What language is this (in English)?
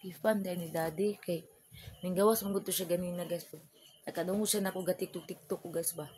Cebuano